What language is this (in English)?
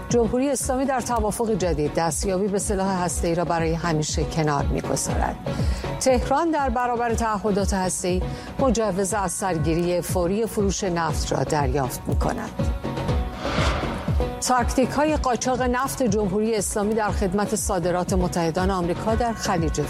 Persian